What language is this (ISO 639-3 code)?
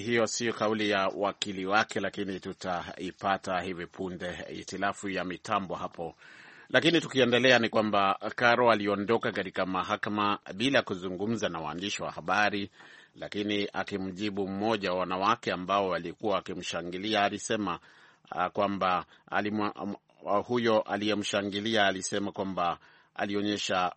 swa